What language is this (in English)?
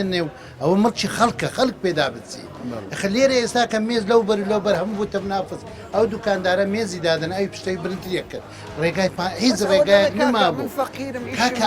Central Kurdish